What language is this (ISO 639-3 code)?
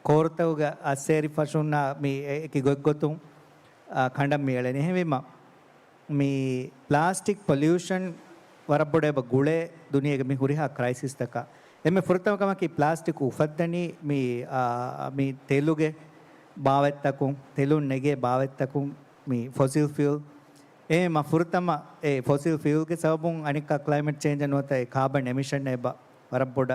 div